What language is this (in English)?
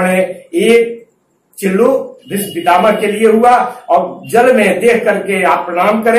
Hindi